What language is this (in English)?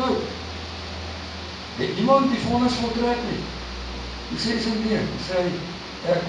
Afrikaans